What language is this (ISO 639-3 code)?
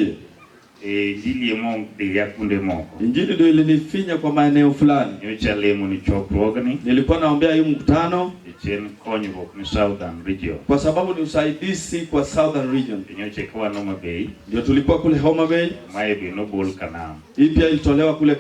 luo